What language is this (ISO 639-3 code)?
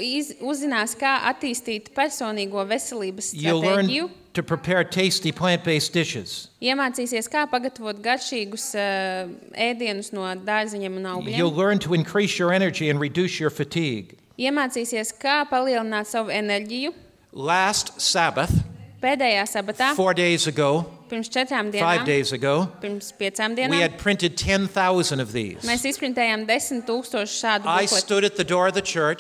lav